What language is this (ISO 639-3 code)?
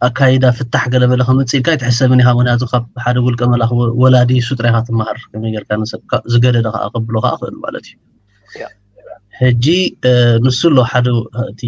tir